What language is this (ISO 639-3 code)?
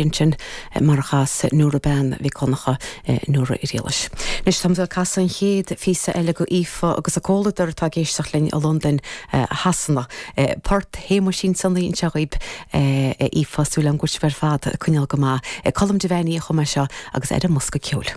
gle